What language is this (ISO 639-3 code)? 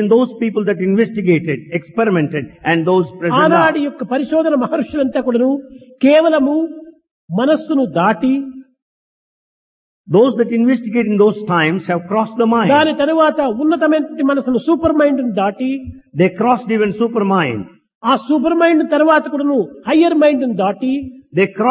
tel